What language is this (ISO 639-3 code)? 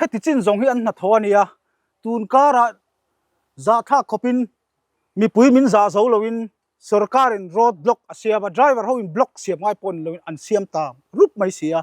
lus